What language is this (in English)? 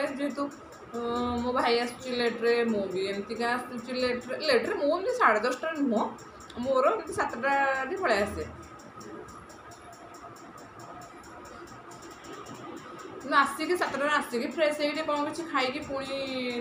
Odia